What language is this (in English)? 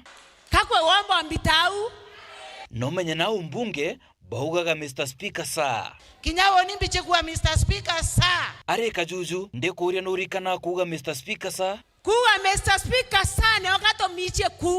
Meru